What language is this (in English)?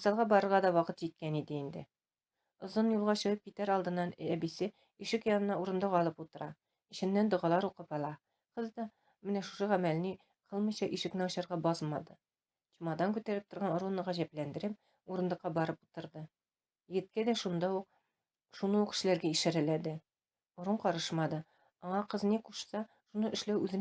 Tatar